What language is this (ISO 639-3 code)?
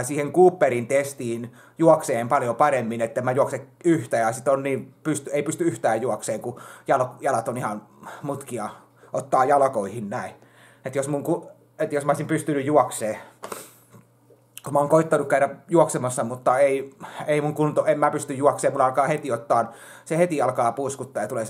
fin